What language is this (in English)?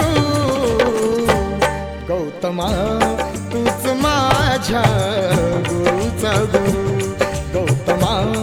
Marathi